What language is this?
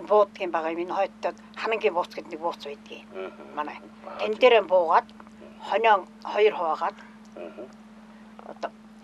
Mongolian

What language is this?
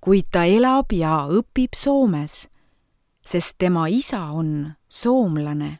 Estonian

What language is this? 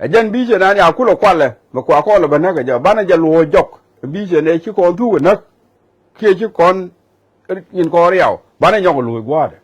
Nuer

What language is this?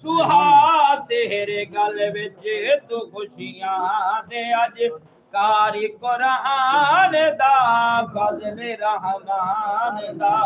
Saraiki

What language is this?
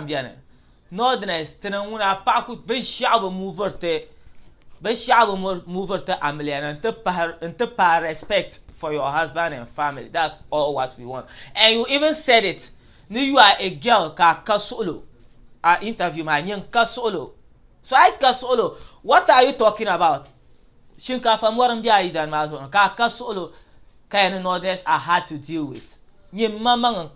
Dagbani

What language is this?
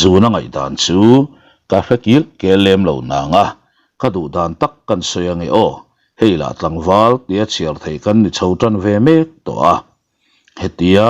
Mizo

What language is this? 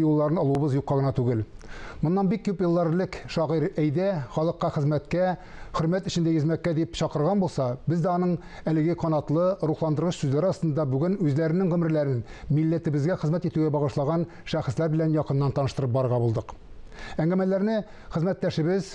Tatar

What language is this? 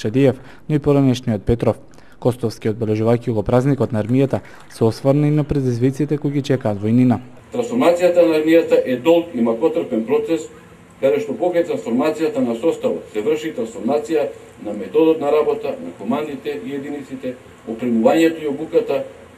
Macedonian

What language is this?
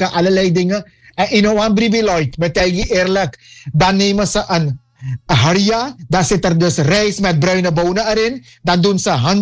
Dutch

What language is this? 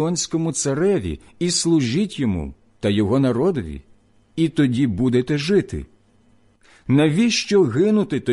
Ukrainian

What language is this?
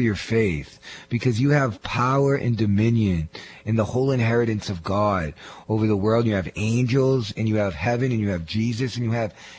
English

